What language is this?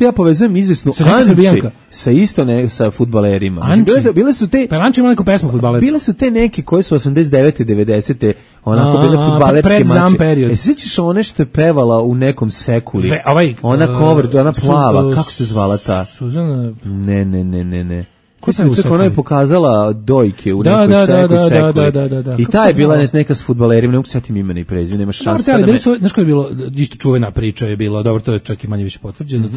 Serbian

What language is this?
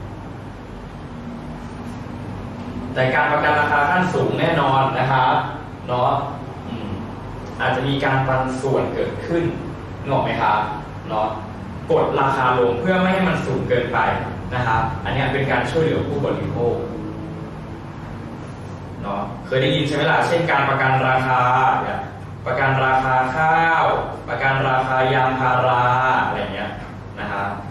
Thai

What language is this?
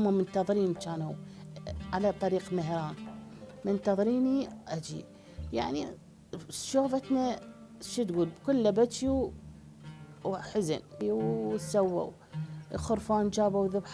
Mesopotamian Arabic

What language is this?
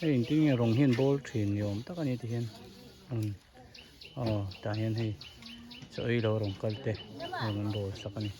Hmar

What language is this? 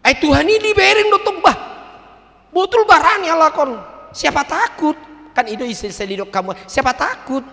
Batak Toba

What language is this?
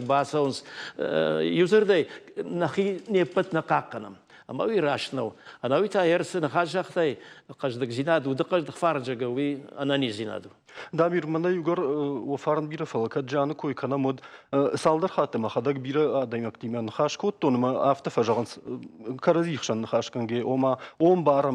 Ossetic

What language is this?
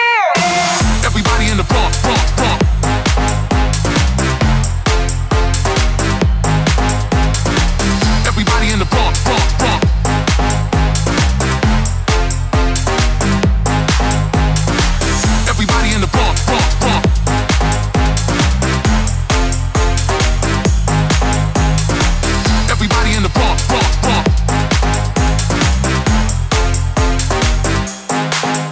Czech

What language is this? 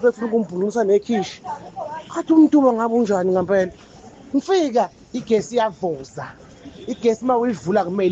Zulu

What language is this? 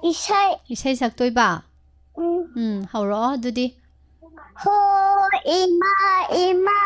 Manipuri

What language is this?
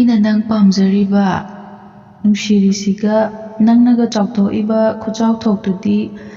Manipuri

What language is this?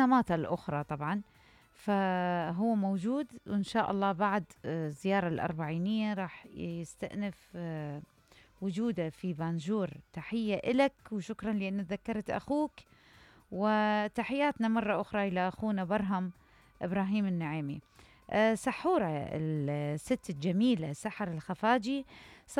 Mesopotamian Arabic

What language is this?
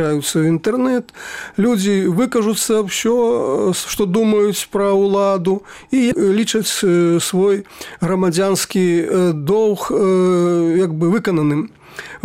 Belarusian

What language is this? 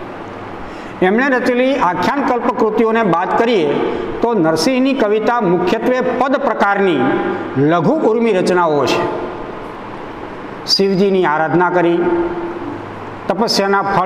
Gujarati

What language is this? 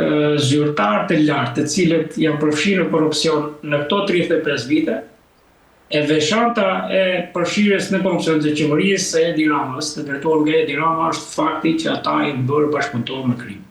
Albanian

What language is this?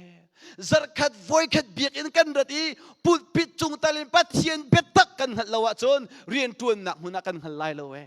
Hakha Chin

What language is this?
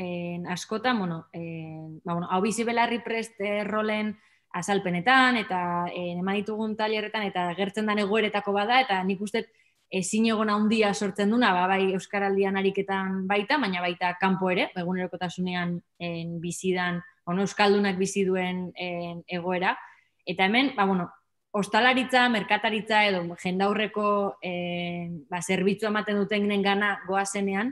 Basque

